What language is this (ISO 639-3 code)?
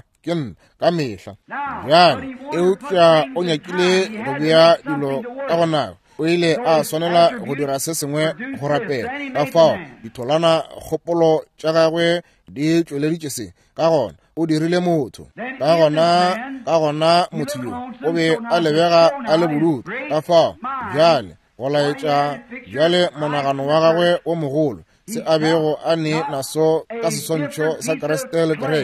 nso